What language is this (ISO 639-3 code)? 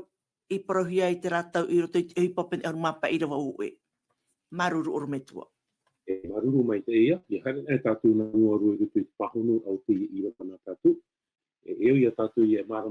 tah